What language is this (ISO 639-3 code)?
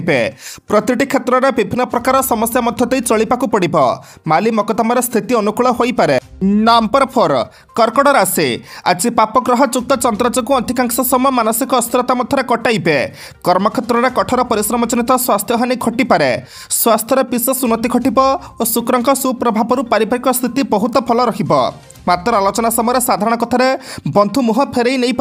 ori